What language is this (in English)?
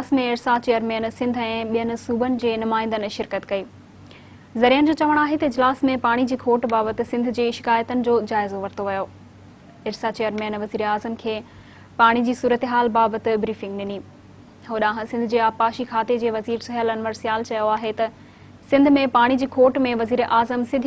Sindhi